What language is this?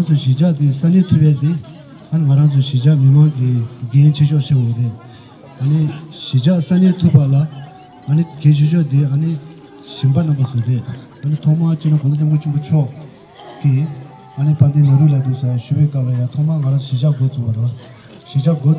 Tibetan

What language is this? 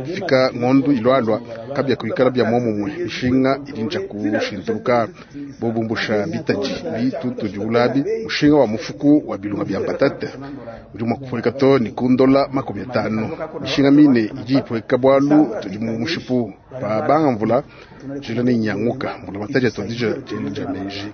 Luba-Lulua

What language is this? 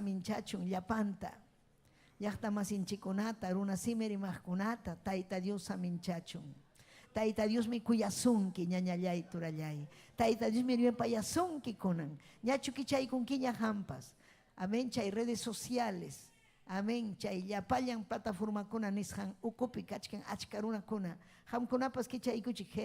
Ayacucho Quechua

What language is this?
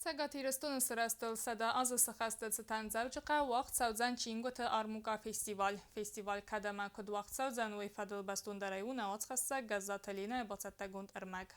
Ossetic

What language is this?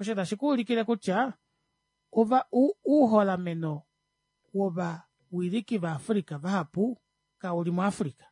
Kuanyama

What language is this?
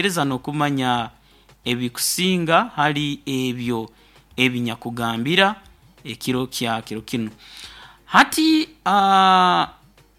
Nyoro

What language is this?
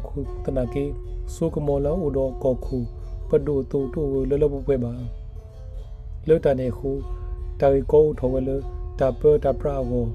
S'gaw Karen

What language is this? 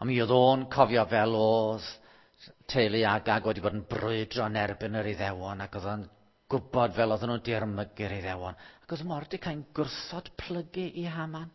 Welsh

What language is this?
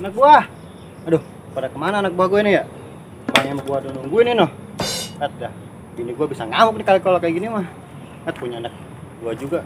Betawi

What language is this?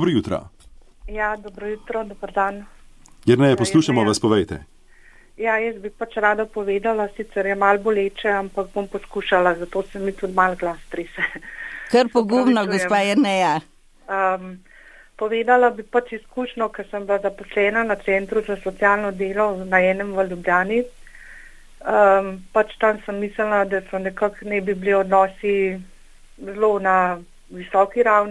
Slovenian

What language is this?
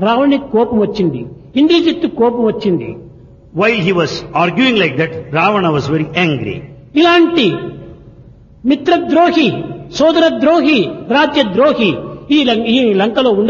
Telugu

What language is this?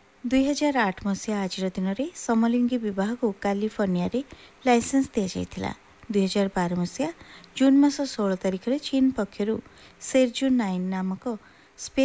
Odia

